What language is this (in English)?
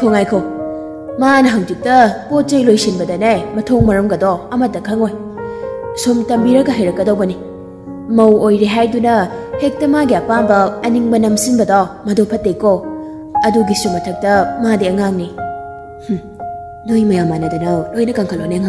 Manipuri